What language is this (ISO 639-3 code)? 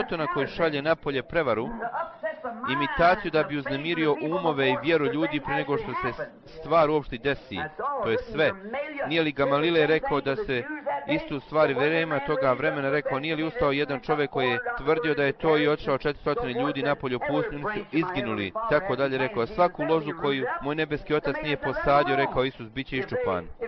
bos